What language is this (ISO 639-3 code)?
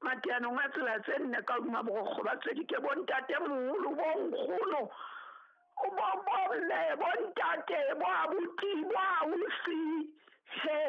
sot